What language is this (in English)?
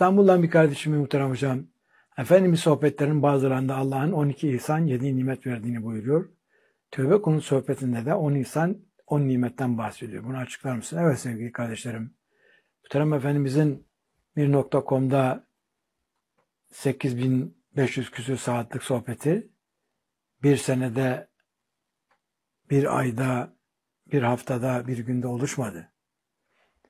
Turkish